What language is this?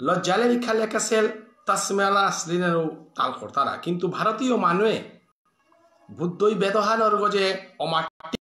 Bishnupriya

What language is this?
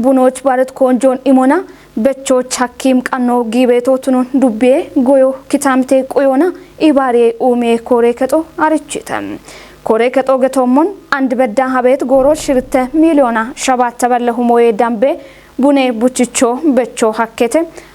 Kafa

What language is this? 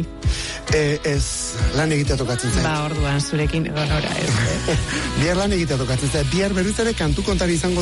Basque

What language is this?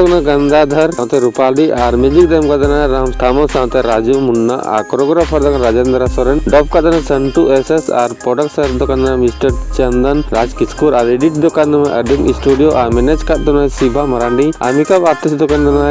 Santali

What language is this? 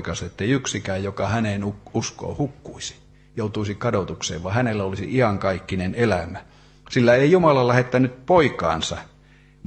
Finnish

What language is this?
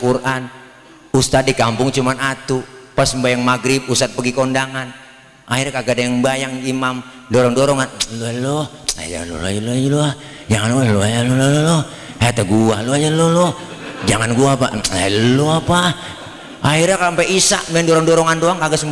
Betawi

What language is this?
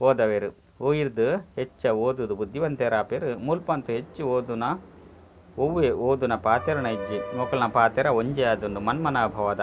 Tulu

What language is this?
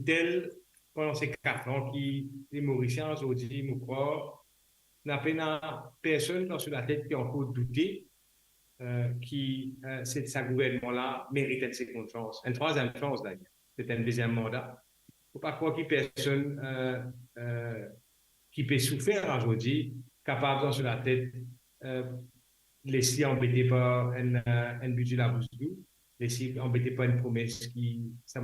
Morisyen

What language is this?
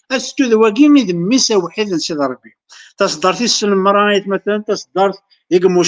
Kabyle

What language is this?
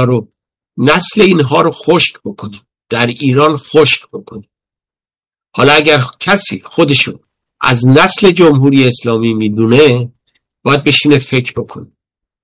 Persian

